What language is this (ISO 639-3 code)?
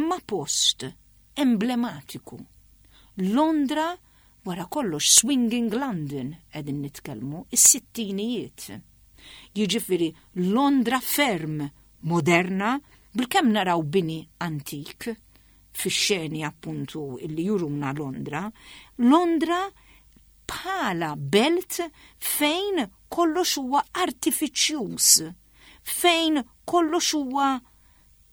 mlt